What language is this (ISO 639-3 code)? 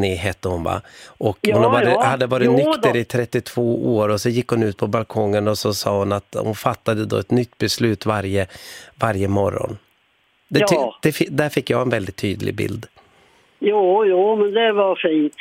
swe